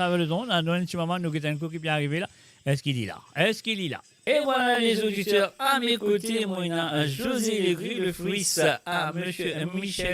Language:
Morisyen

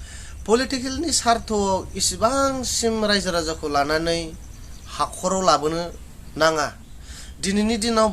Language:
Bodo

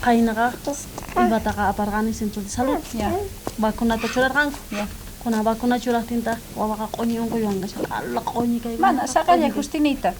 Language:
South Bolivian Quechua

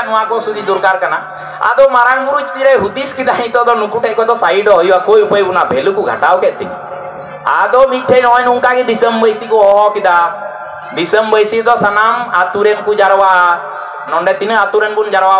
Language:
Santali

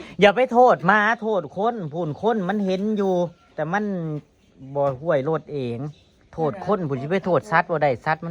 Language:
Northeastern Thai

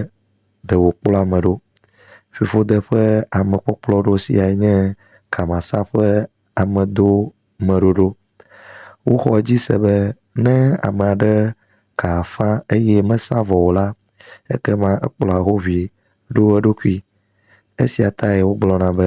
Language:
Ewe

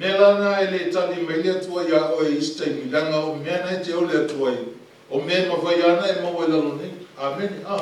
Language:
Samoan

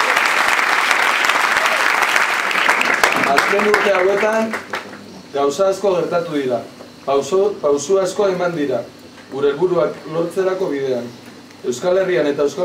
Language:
Basque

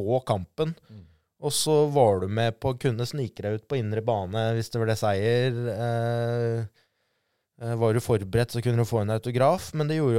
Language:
Norwegian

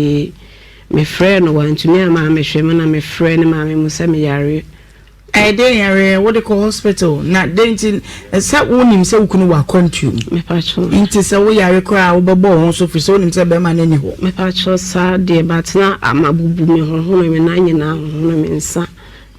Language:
Akan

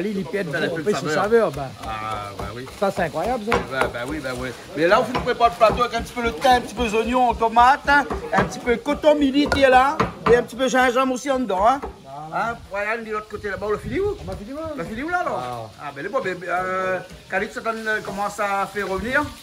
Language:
Réunion Creole French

